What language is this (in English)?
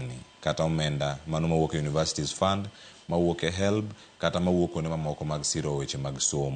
Luo (Kenya and Tanzania)